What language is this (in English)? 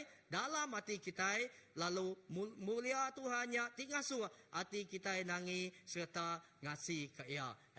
Iban